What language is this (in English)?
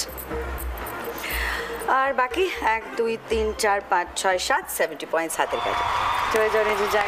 Bangla